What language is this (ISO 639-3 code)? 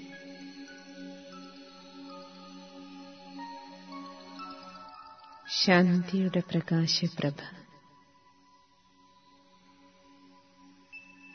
mal